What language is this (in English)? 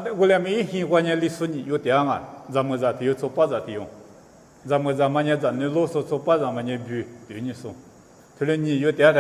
Lisu